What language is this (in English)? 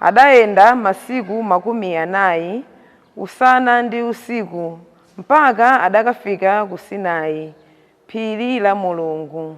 Nyanja